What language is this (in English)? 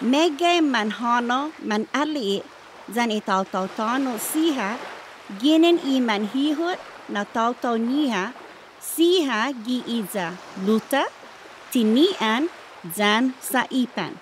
Chamorro